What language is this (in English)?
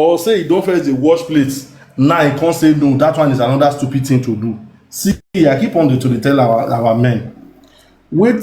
Nigerian Pidgin